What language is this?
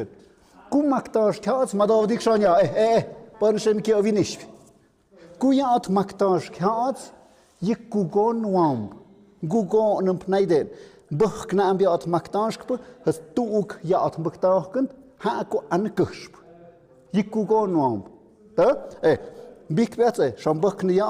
Tlahuitoltepec Mixe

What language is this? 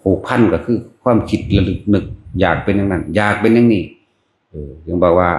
Lao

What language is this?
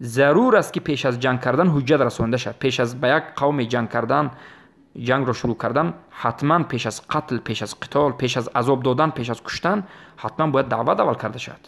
Tajik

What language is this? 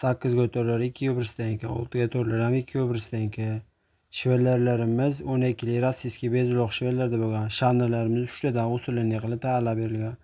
Uzbek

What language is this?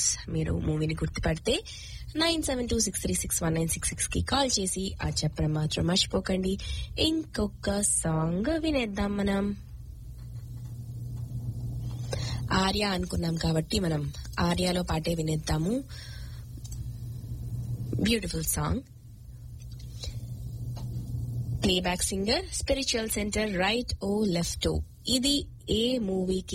Telugu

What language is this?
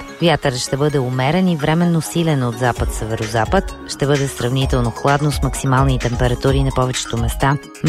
Bulgarian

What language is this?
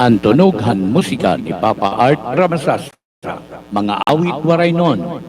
Waray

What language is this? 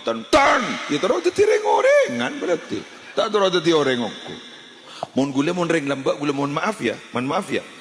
Madurese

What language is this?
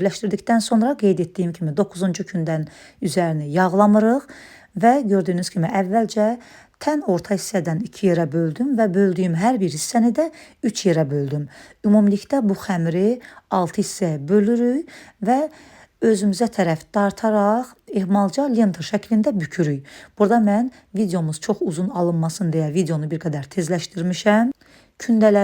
Azerbaijani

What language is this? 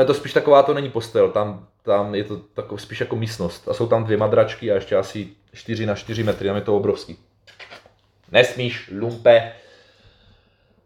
Czech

